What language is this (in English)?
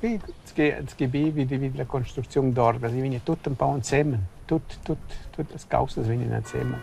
Romansh